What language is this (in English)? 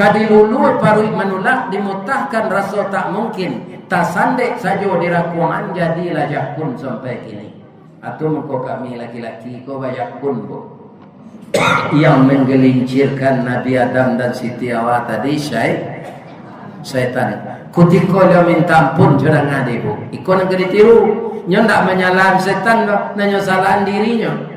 Minangkabau